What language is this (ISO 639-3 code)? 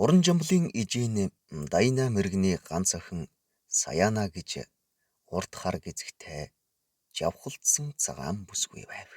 mon